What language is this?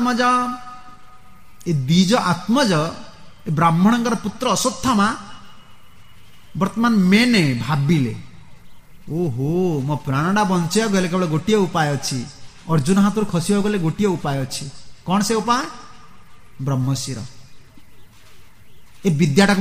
Odia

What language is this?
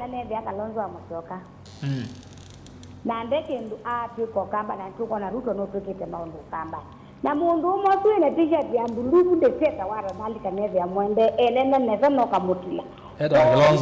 Kamba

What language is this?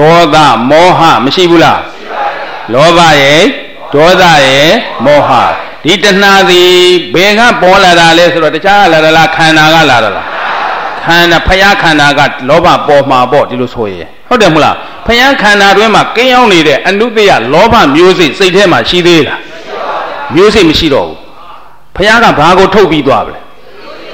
Burmese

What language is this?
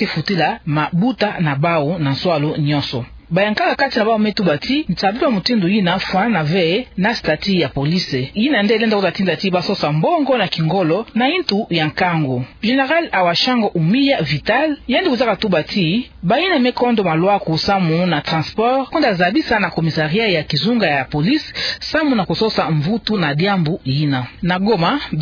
Kituba (Democratic Republic of Congo)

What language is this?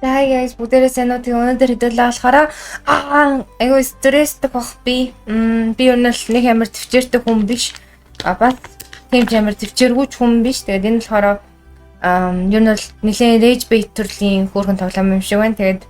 Mongolian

